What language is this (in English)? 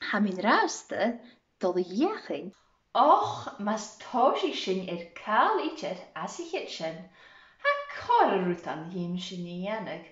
Scottish Gaelic